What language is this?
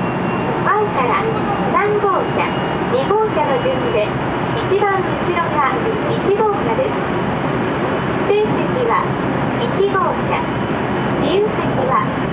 Japanese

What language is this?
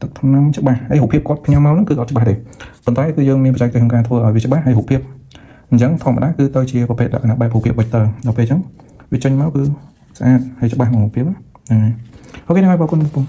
Khmer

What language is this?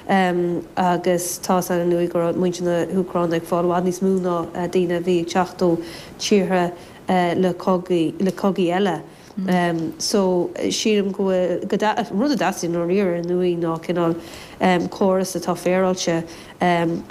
Irish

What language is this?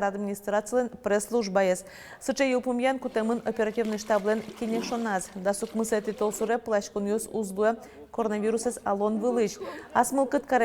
Udmurt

